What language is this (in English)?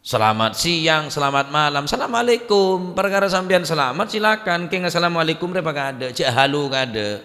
Madurese